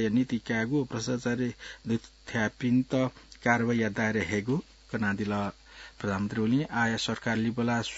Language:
Newari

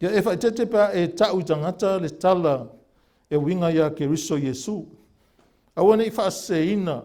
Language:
Samoan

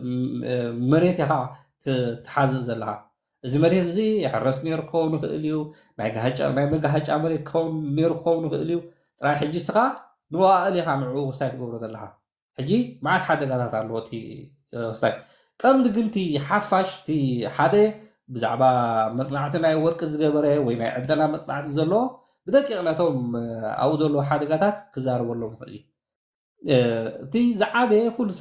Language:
Tigrinya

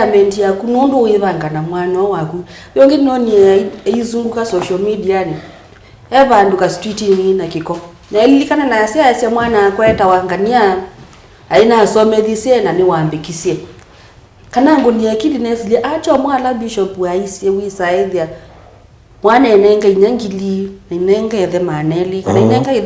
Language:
Kamba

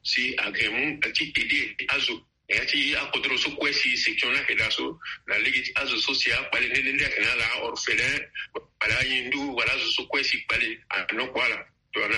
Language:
Sango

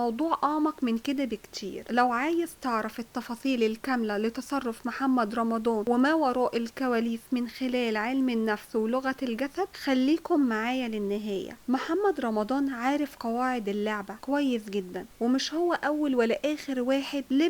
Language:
Egyptian Arabic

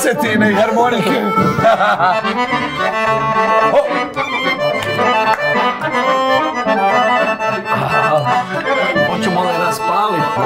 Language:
Croatian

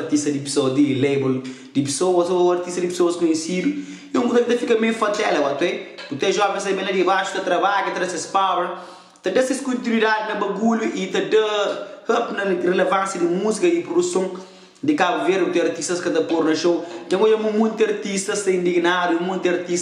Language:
Kabuverdianu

